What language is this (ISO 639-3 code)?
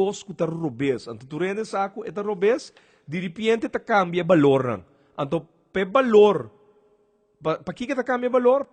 pap